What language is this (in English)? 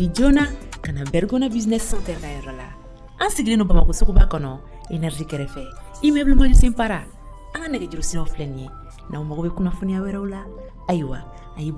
Bambara